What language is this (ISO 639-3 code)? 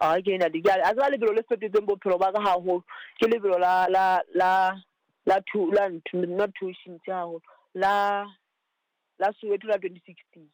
sot